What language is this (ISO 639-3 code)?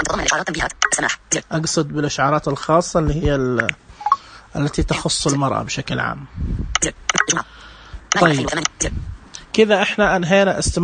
ars